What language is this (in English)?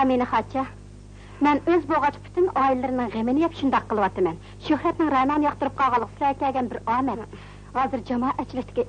Uyghur